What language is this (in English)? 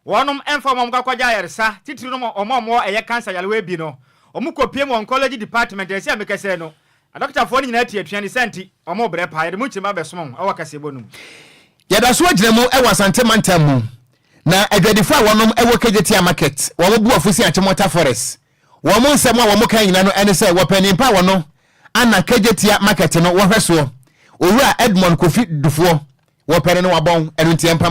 Akan